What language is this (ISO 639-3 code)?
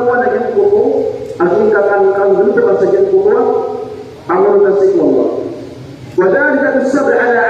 mrw